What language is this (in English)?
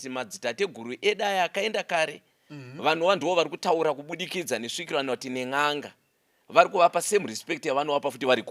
Shona